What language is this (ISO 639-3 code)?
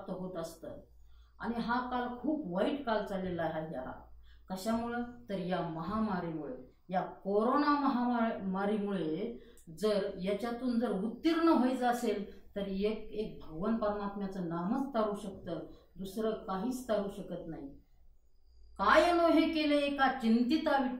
mar